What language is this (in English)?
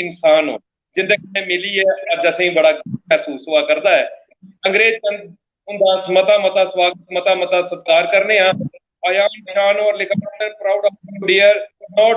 Dogri